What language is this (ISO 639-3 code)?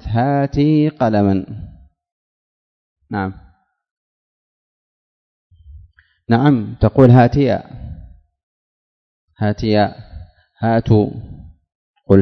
ara